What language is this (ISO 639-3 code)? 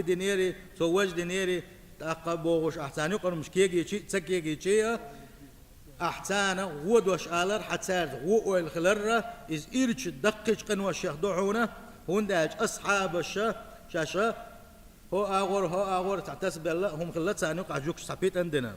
che